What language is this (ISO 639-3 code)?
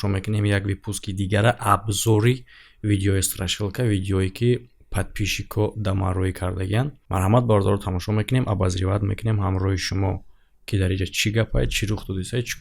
tgk